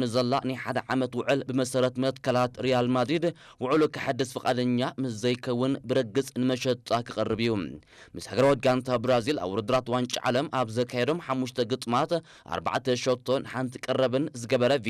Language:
Tigrinya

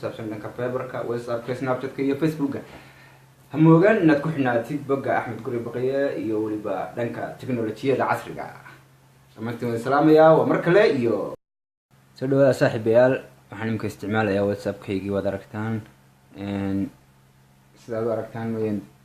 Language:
Somali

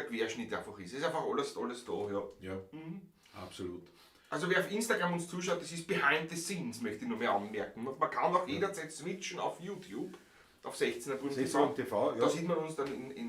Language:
Bavarian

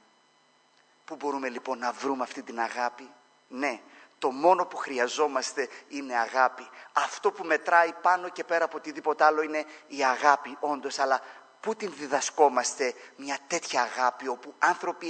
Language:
Greek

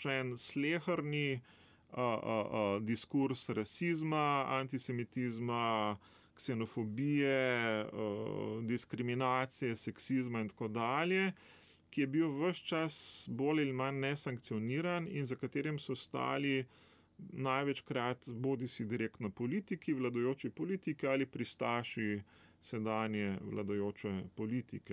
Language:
Slovenian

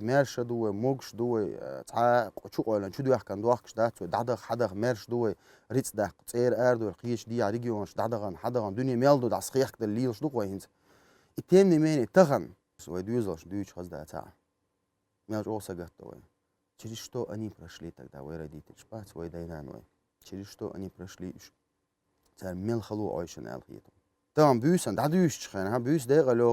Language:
Chechen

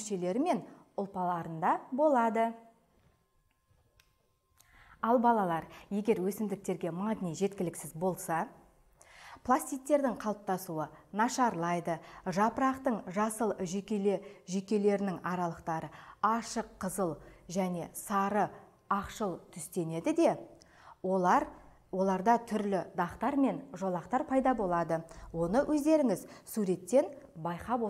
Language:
Kazakh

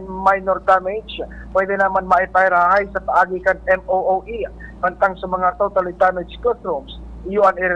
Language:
Bikol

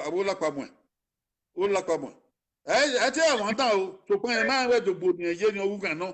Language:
Bini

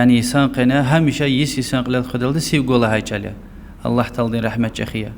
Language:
Lezghian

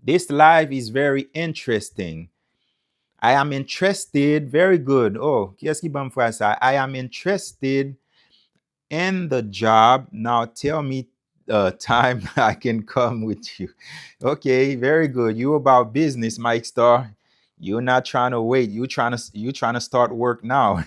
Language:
Haitian Creole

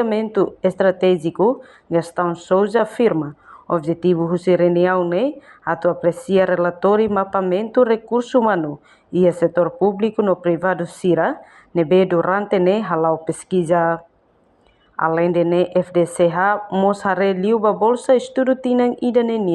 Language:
Tetum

